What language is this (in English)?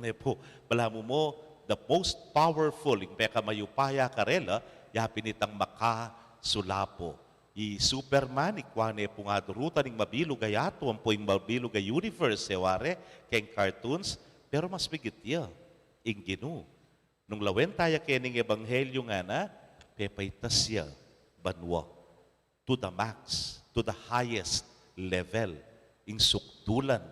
Pampanga